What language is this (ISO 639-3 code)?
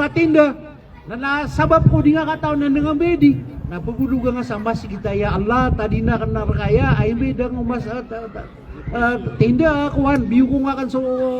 mrw